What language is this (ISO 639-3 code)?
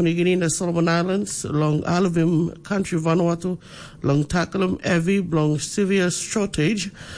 tpi